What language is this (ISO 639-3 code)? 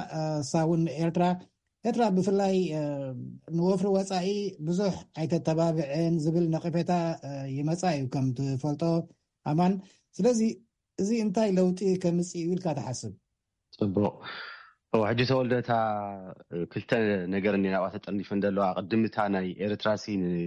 tir